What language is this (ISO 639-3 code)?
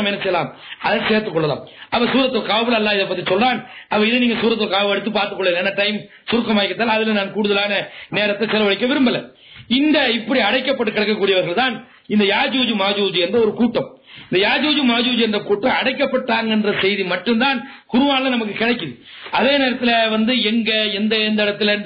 tam